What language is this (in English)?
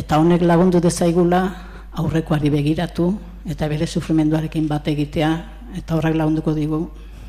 Basque